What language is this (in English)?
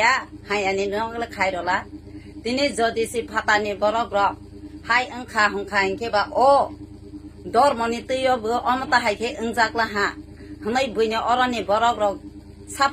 Kok Borok